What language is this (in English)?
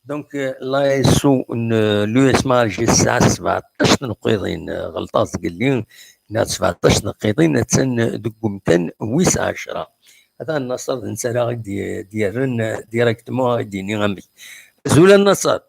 Kabyle